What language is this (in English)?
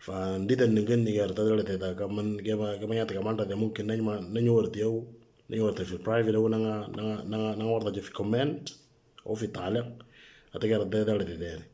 Moro